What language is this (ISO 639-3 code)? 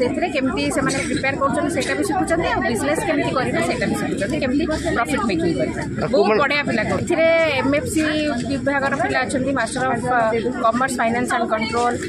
ori